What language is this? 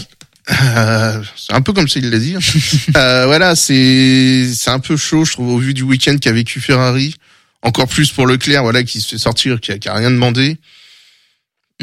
French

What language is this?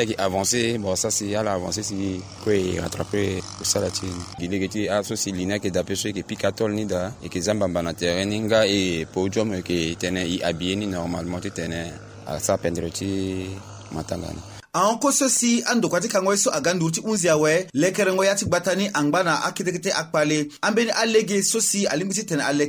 Sango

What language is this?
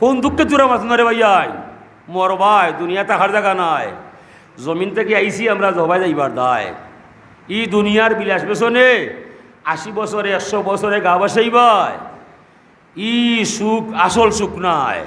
Sylheti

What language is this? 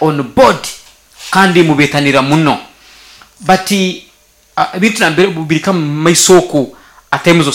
Nyoro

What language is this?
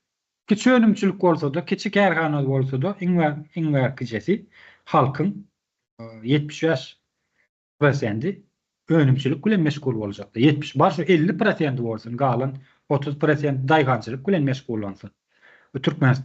Turkmen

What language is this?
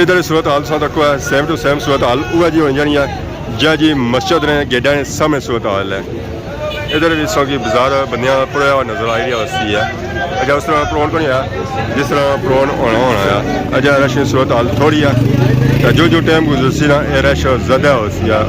Pahari-Potwari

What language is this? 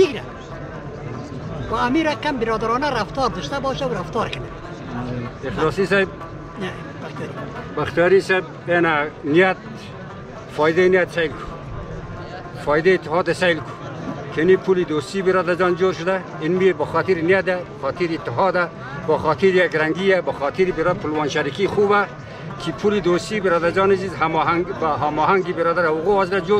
Persian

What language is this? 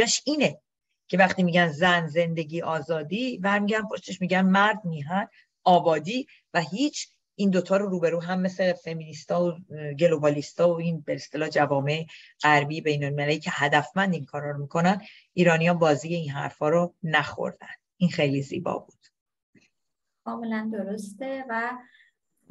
Persian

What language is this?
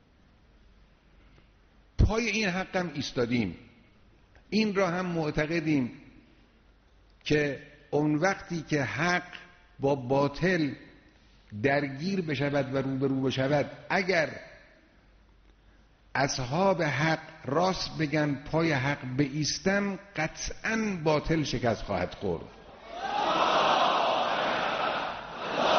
Persian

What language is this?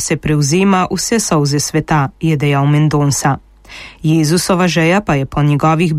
Slovenian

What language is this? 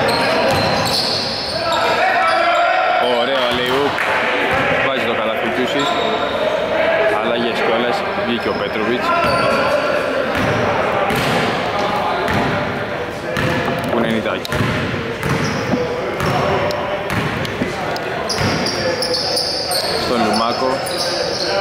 Greek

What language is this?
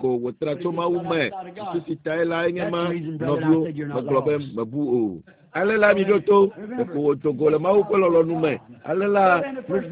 Ewe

